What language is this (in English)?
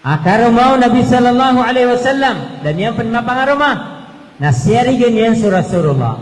Maranao